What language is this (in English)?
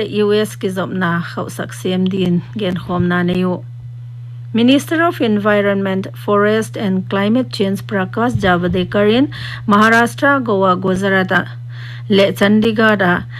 Paite Chin